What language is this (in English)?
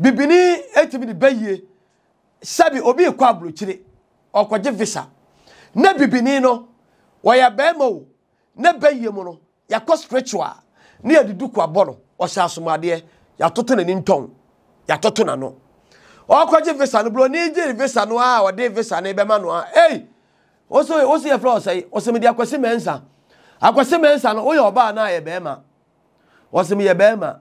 Akan